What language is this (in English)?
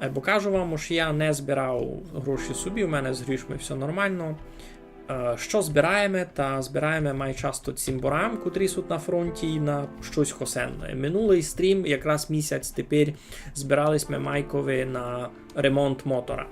Rusyn